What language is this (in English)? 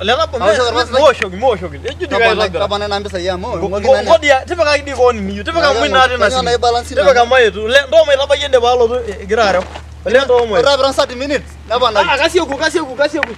Masai